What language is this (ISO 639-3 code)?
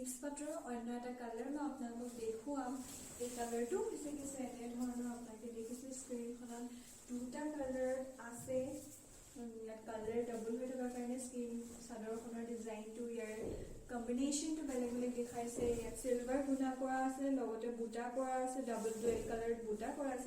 asm